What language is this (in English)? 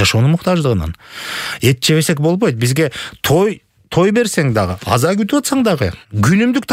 Kyrgyz